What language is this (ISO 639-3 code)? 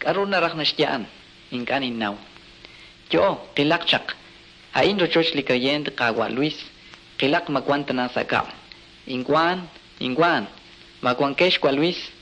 kek